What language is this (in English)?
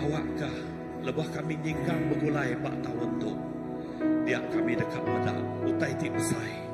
Iban